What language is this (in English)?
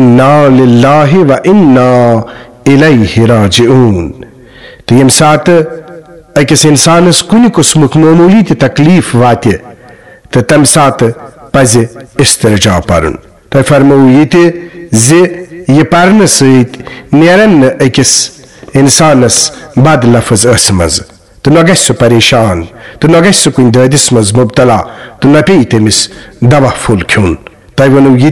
Kashmiri